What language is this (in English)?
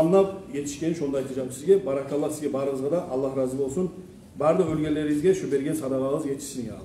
Kumyk